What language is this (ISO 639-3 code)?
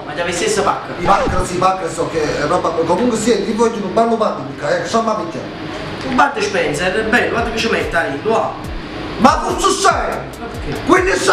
nap